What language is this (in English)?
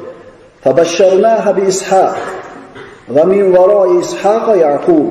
Uzbek